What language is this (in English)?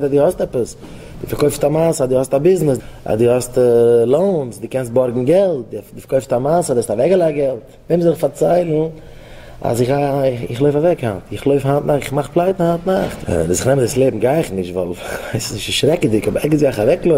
Yiddish